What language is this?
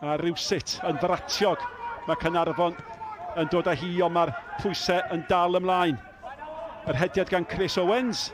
Welsh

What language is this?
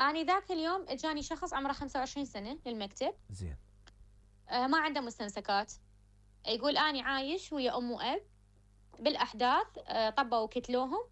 Mesopotamian Arabic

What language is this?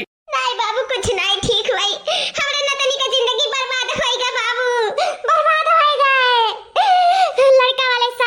Awadhi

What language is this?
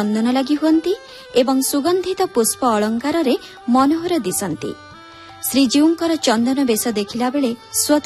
Odia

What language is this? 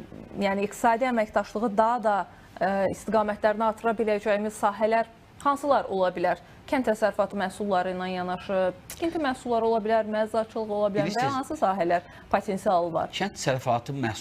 Azerbaijani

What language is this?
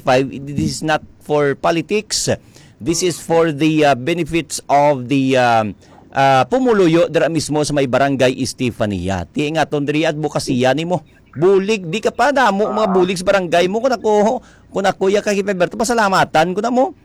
Hiligaynon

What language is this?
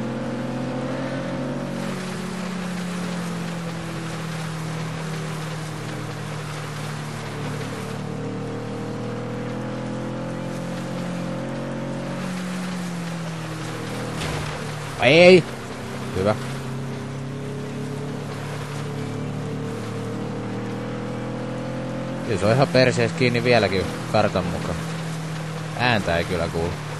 Finnish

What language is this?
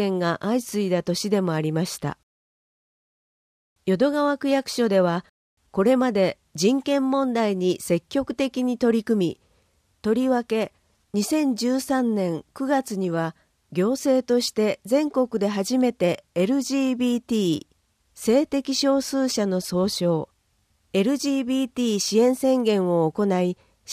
Japanese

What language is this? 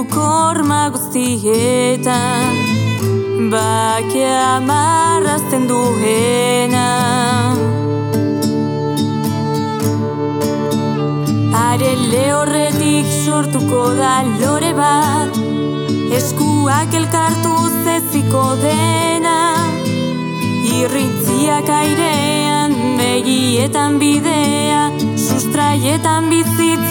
Basque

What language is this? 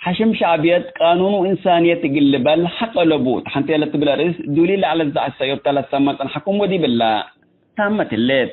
Tigre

